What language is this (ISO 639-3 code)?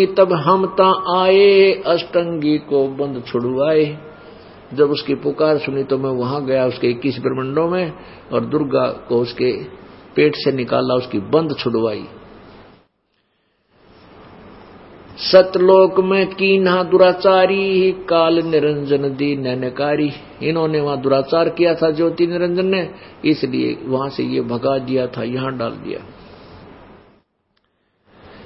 hin